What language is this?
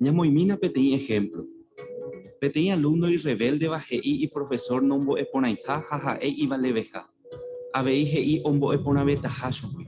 Guarani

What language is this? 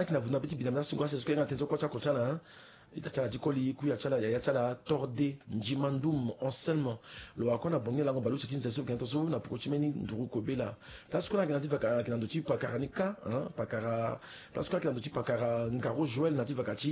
Sango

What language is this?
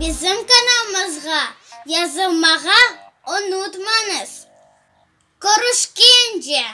Crimean Tatar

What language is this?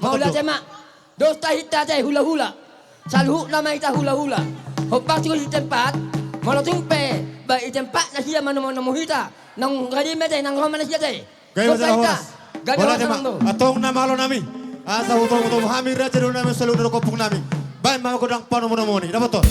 Batak Toba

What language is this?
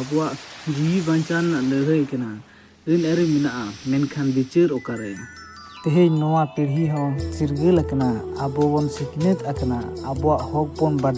Santali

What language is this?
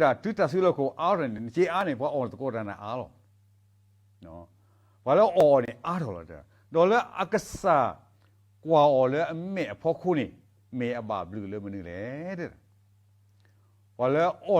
S'gaw Karen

